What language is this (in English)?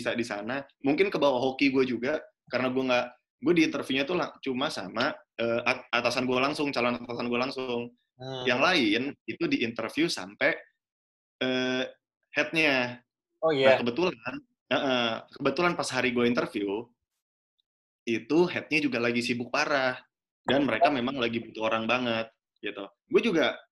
Indonesian